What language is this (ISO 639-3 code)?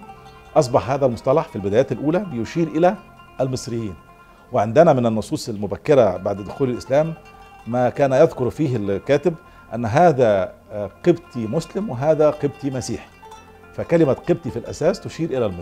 arz